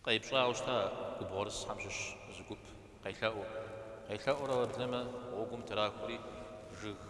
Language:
Kabardian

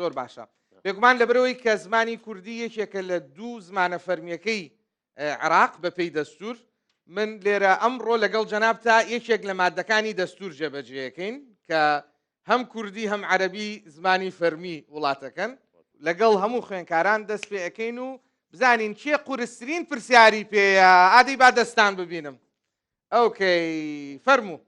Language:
Central Kurdish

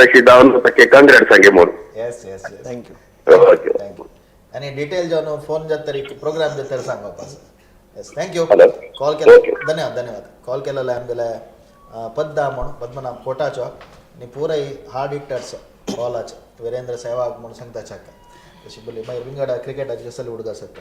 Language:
Konkani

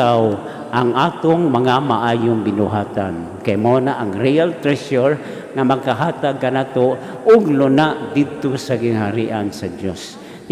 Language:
Cebuano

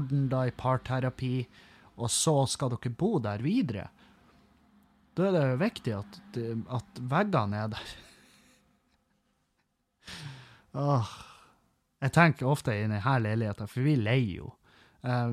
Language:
Norwegian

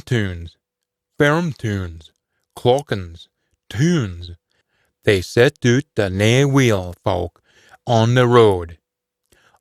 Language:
Scots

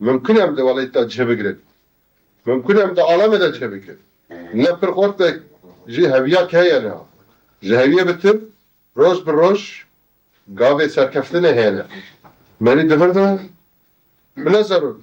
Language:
Kurdish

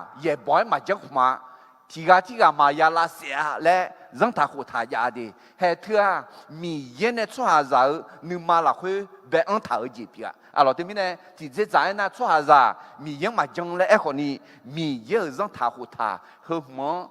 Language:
Akha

